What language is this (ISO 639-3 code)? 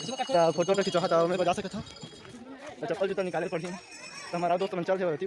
hne